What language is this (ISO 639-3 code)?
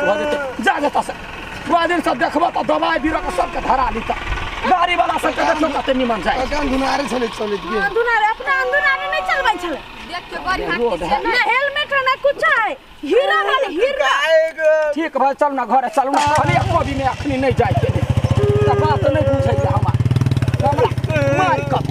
mai